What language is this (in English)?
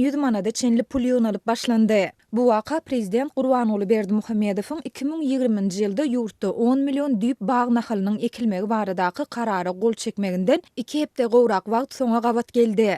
Turkmen